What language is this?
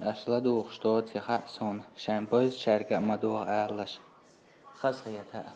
Chechen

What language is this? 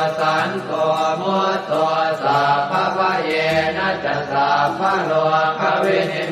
Pali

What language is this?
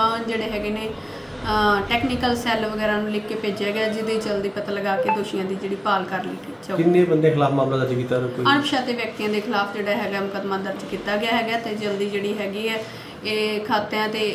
Punjabi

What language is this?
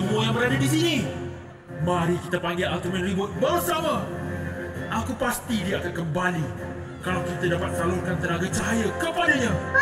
Malay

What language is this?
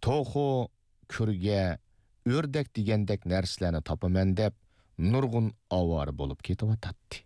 Uyghur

